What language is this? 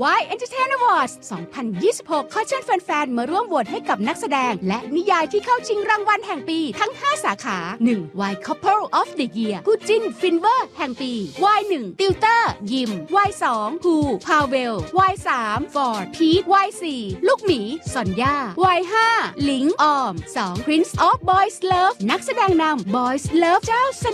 Thai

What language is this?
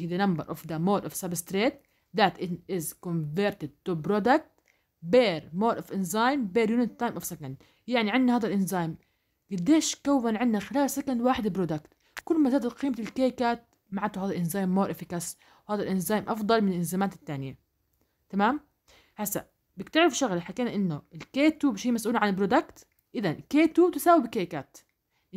South Levantine Arabic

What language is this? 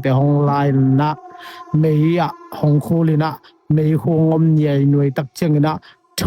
Tedim Chin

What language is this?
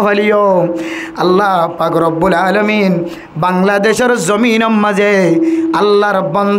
Rohingya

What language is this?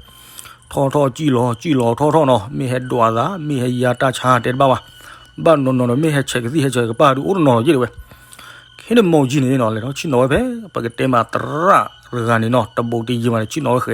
S'gaw Karen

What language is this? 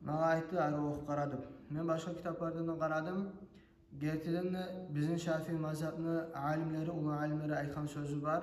Kumyk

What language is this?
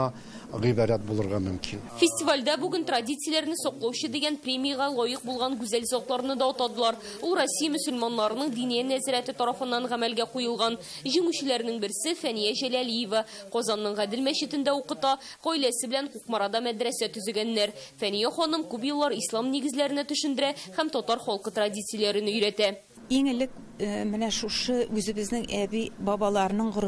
Tatar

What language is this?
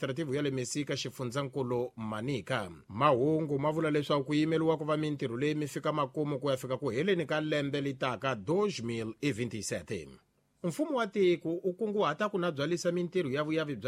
Tsonga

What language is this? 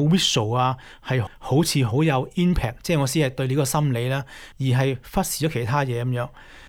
Cantonese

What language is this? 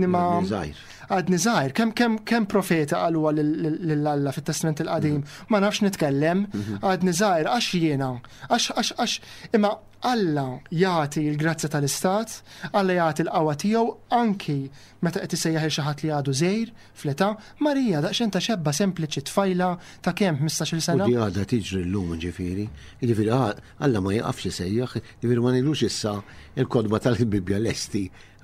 Maltese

